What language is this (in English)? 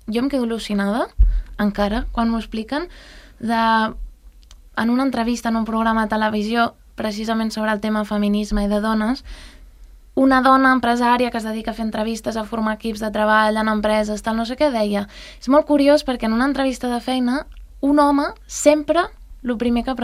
Catalan